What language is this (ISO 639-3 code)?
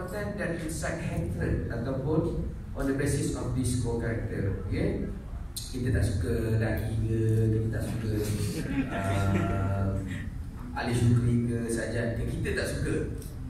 msa